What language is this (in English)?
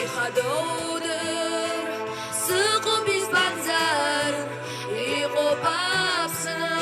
Abkhazian